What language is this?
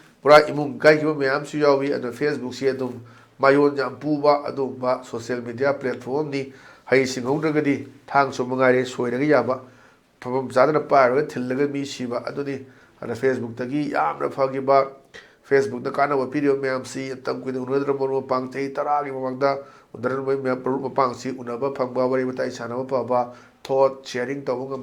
Manipuri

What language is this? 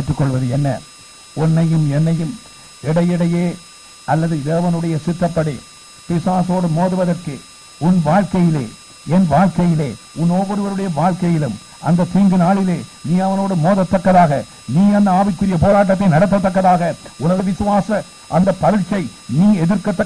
Tamil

